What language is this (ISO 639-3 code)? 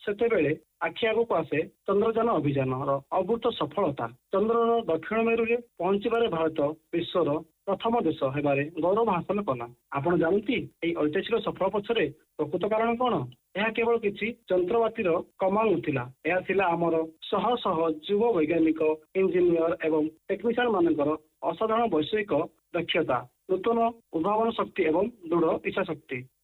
ori